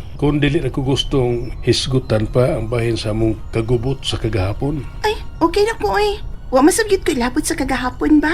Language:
Cebuano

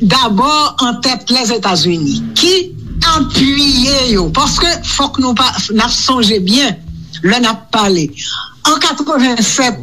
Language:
Haitian Creole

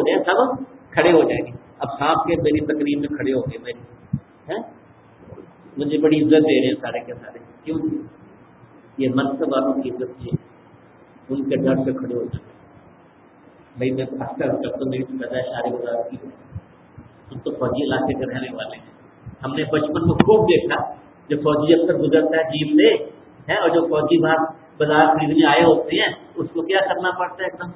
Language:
Urdu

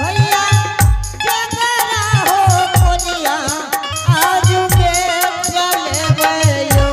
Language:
Angika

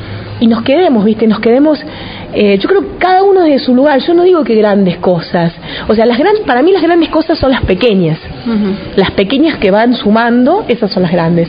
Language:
Spanish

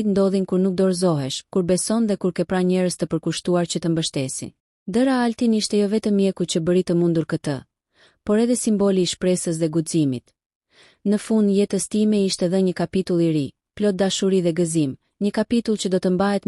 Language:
Albanian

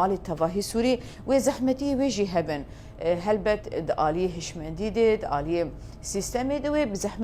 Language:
Kurdish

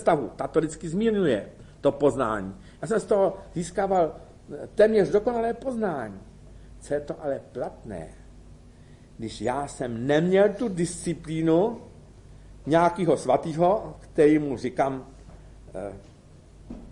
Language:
Czech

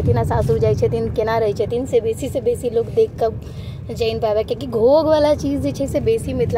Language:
Maithili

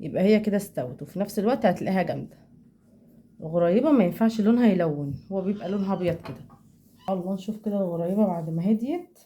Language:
Egyptian Arabic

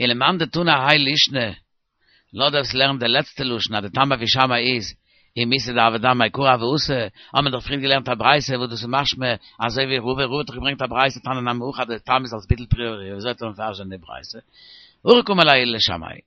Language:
Yiddish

